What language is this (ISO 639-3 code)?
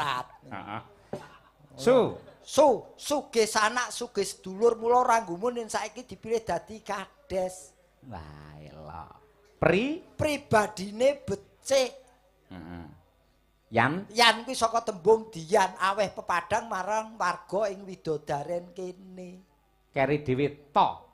jav